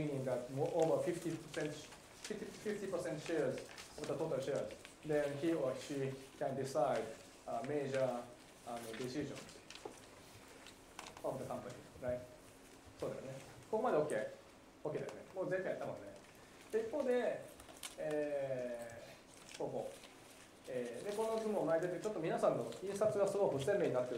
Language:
Japanese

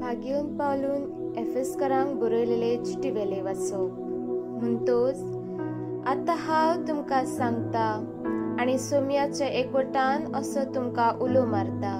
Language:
Konkani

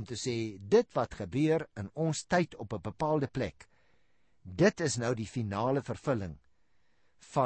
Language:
Afrikaans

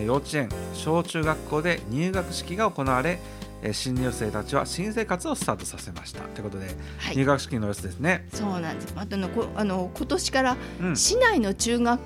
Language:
Japanese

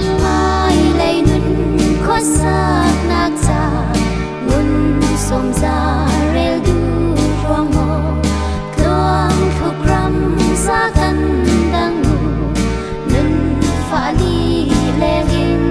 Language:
Hakha Chin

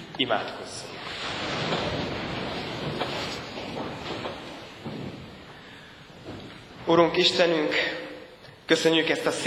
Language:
Hungarian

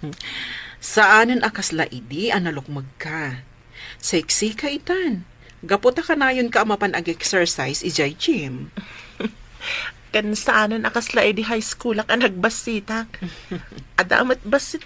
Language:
Iloko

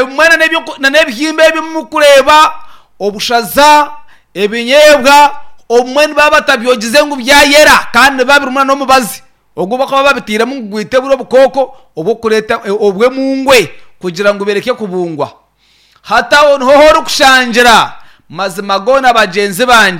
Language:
Nyankole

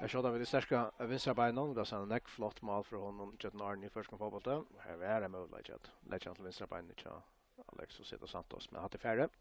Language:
Faroese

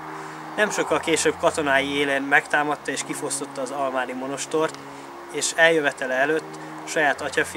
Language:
Hungarian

